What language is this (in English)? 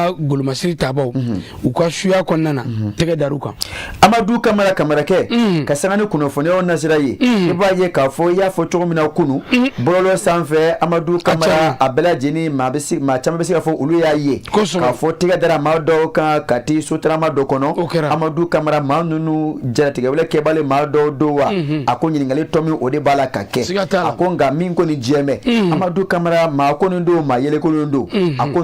Bambara